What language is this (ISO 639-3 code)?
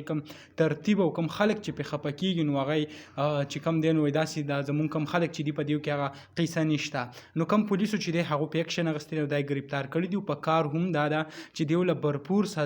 pus